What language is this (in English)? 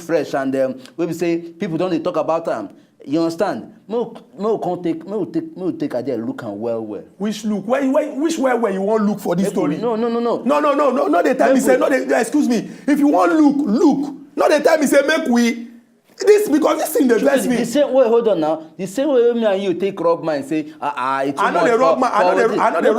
Nigerian Pidgin